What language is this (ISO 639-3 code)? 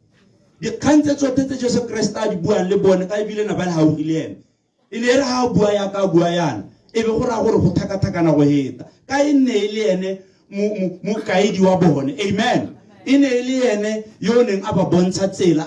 tsn